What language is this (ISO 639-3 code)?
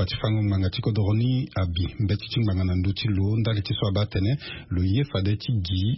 sag